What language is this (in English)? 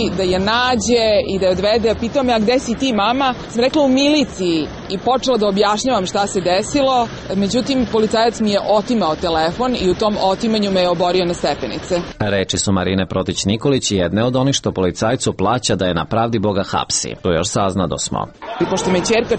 Serbian